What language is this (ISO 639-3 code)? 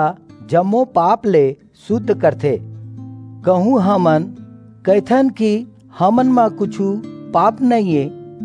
hne